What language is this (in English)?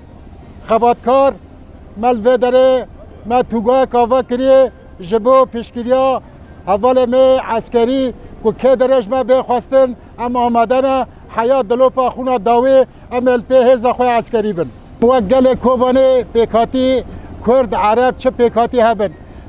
Kurdish